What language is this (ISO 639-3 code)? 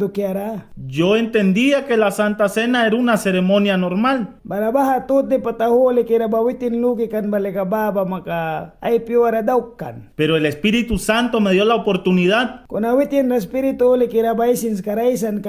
miq